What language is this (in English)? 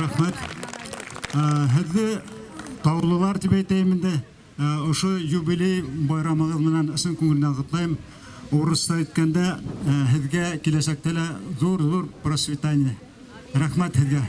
Bashkir